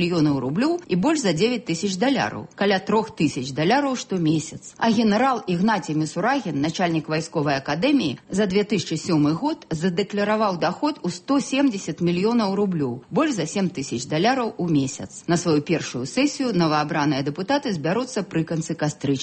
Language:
Belarusian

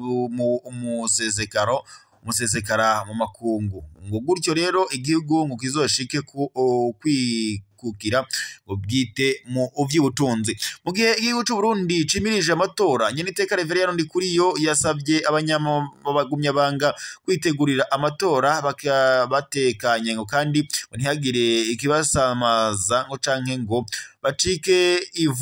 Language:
Rundi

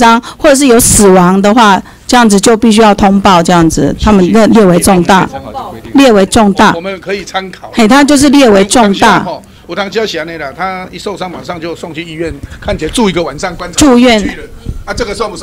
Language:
Chinese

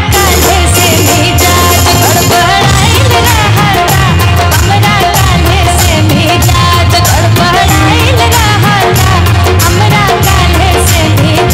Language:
Bhojpuri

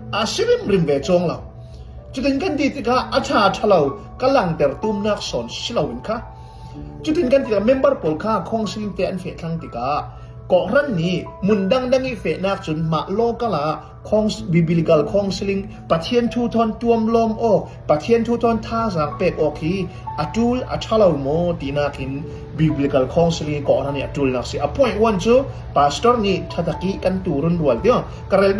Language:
Falam Chin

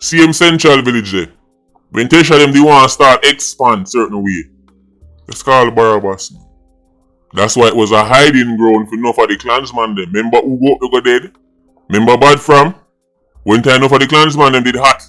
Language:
Jamaican Creole English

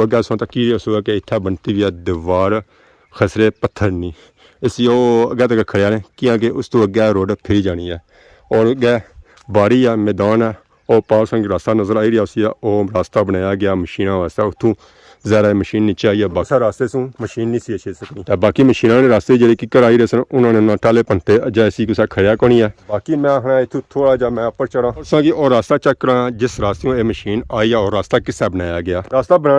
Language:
Pahari-Potwari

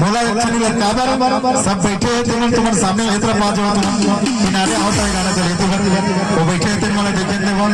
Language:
Chhattisgarhi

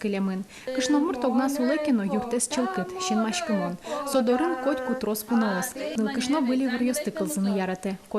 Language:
Udmurt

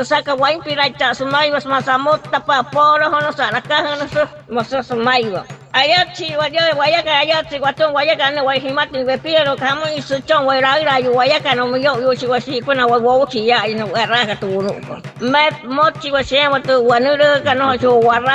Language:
Wayuu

